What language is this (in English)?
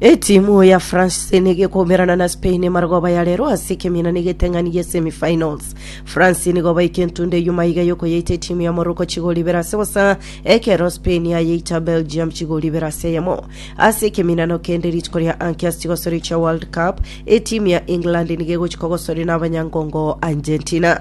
Gusii